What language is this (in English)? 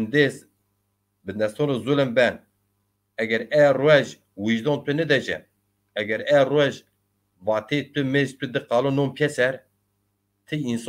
Zaza